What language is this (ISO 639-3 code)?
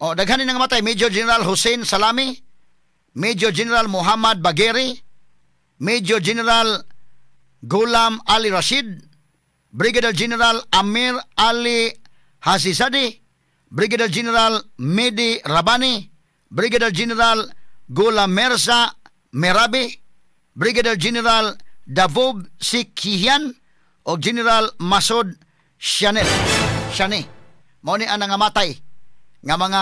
ceb